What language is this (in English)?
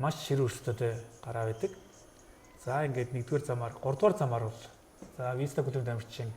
Mongolian